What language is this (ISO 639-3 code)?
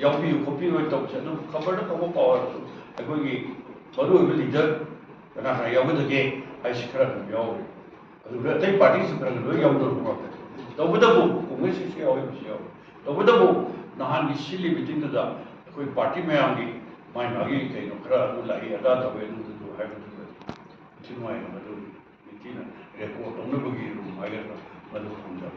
mni